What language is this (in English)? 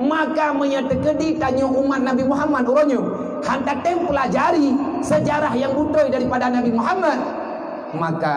Achinese